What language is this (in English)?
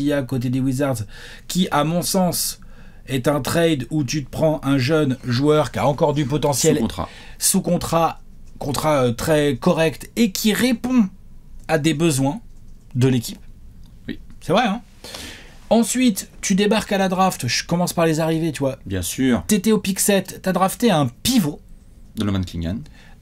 French